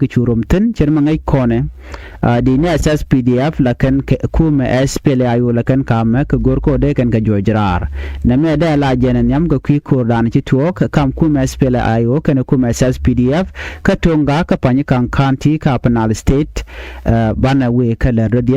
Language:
Nuer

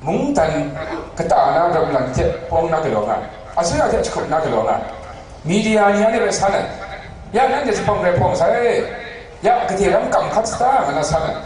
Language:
Kachin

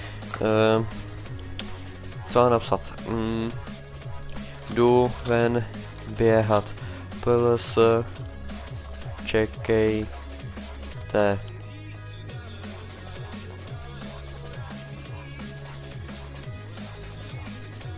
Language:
Czech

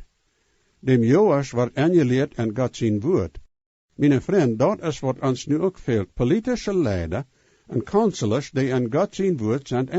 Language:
Plautdietsch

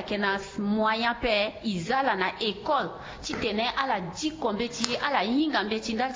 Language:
Sango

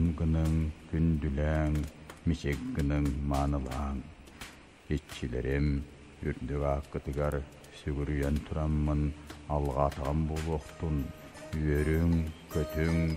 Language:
Yakut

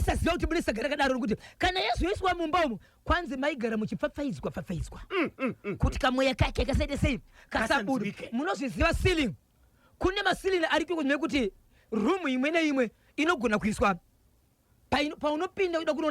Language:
Shona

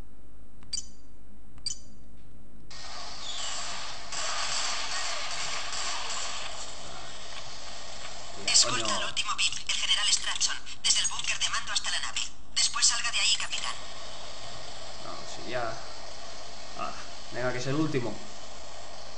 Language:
Spanish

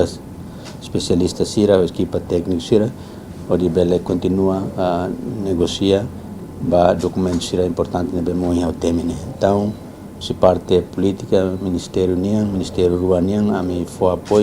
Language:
Tetum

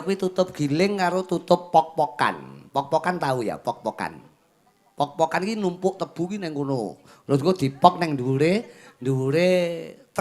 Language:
Javanese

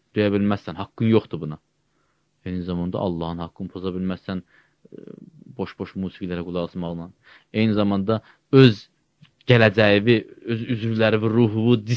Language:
Azerbaijani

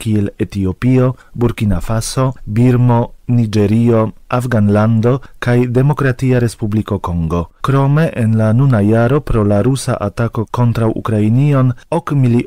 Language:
Esperanto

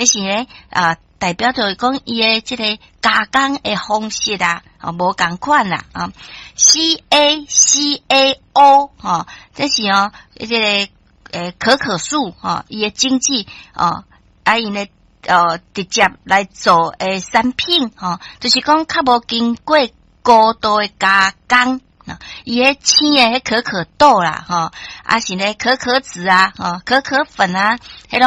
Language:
Min Nan Chinese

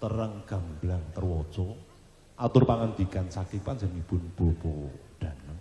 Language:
Javanese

